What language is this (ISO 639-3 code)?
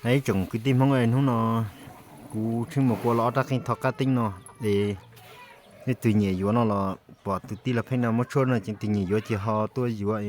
hmn